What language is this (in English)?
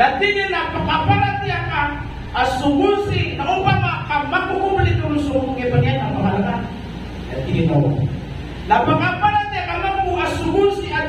Maranao